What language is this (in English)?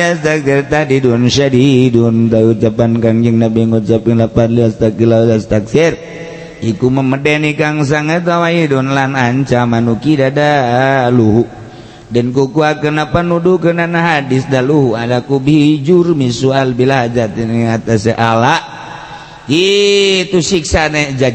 Sundanese